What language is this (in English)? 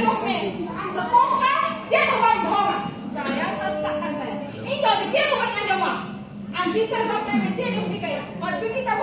Santali